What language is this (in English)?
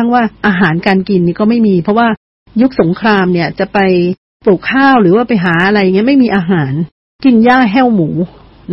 Thai